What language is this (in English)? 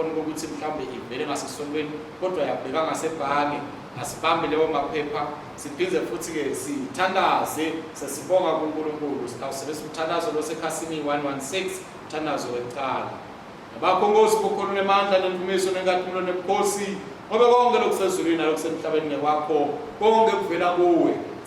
Swati